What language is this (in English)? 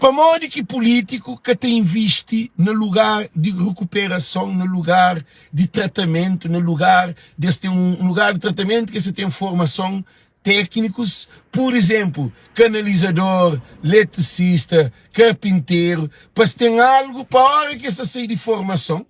Kabuverdianu